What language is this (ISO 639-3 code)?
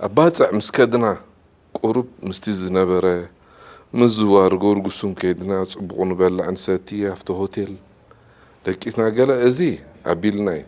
tir